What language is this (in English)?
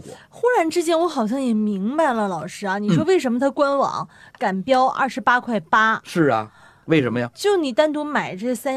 Chinese